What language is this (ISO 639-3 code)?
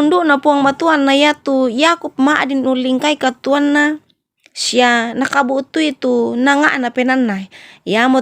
sda